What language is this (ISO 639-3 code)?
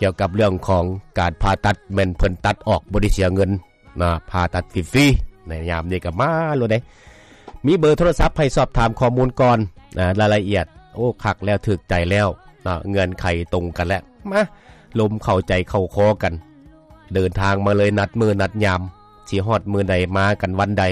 lao